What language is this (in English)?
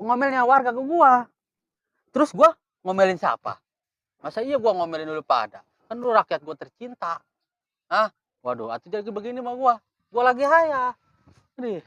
Betawi